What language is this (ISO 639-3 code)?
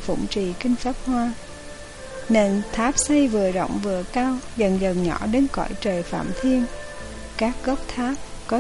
vie